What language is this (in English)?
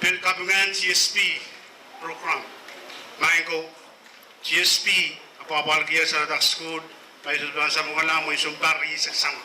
Pohnpeian